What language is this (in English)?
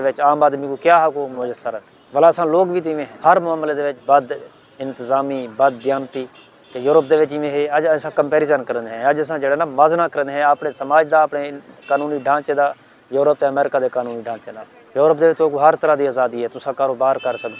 Saraiki